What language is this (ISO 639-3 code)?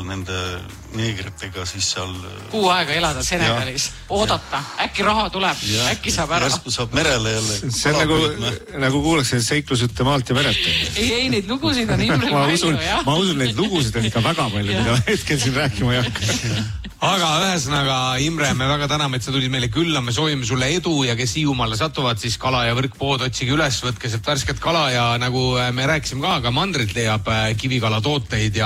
est